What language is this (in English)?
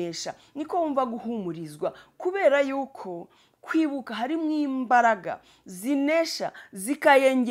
Kinyarwanda